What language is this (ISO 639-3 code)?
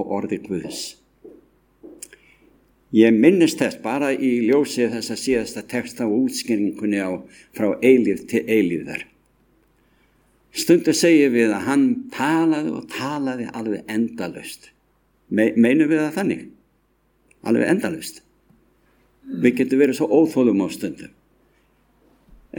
isl